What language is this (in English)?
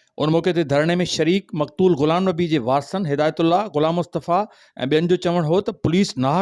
Sindhi